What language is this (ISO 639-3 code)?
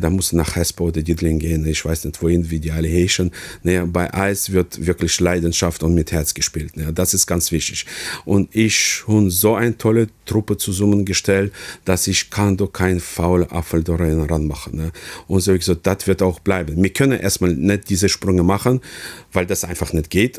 ltz